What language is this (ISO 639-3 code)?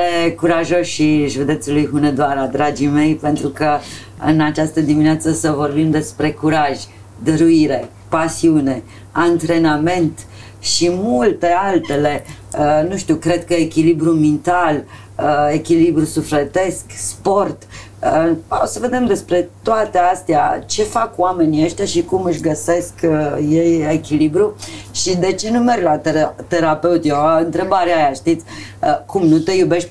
ron